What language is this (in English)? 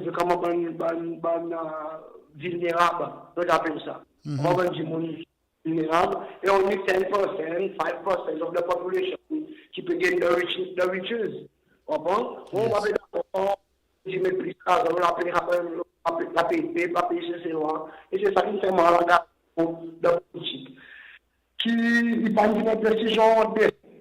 Seselwa Creole French